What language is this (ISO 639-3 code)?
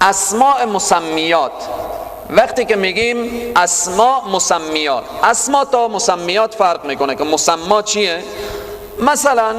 fas